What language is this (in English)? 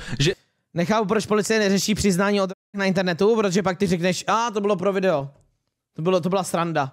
Czech